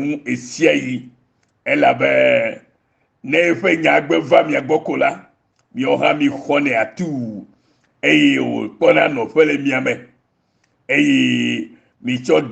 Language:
Ewe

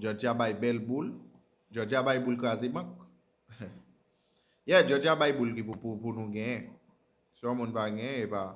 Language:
Haitian Creole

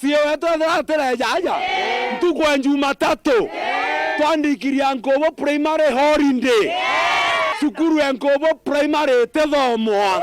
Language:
Meru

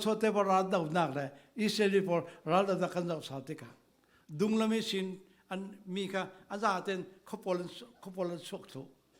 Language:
Falam Chin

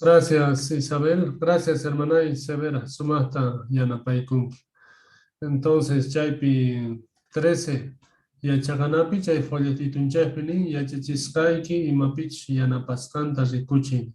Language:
Quechua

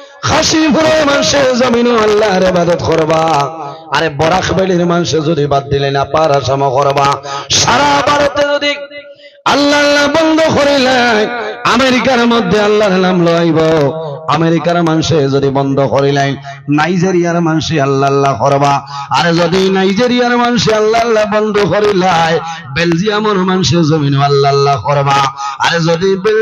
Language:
Sylheti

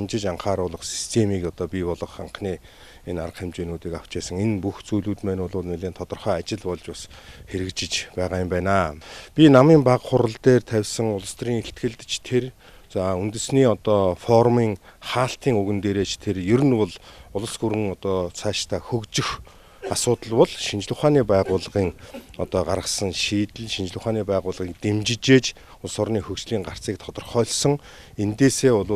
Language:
Mongolian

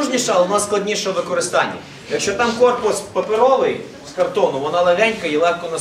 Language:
Ukrainian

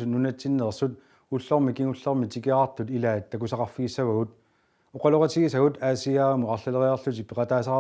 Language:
Kalaallisut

